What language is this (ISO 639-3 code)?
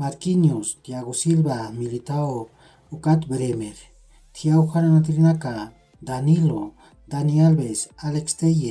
aym